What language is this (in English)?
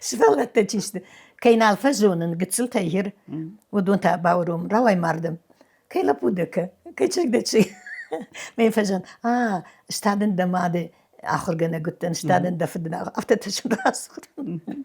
Ossetic